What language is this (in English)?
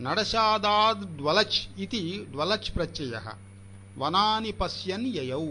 Sanskrit